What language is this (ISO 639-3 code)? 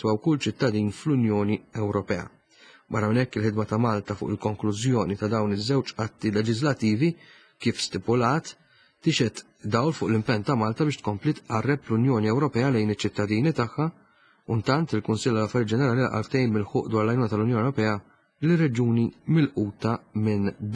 mlt